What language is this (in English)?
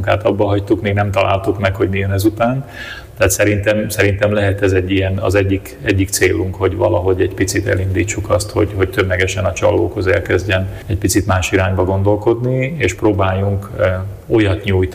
Hungarian